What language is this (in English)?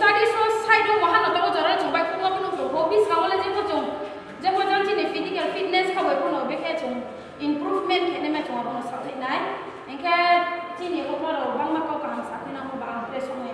Riang (India)